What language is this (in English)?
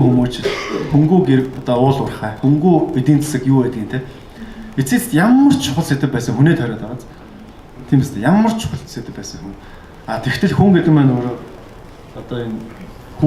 Mongolian